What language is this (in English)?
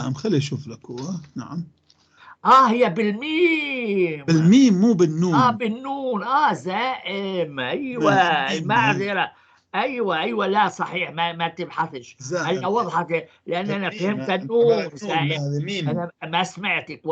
North Levantine Arabic